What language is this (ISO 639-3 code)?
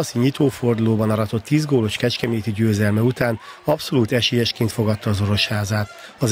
hun